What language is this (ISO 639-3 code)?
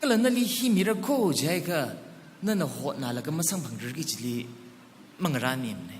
nmf